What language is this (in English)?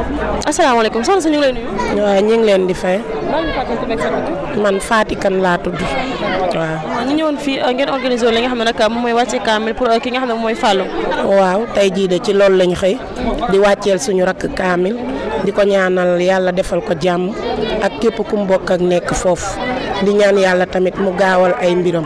Wolof